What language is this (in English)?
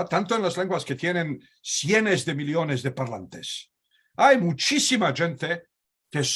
Ladino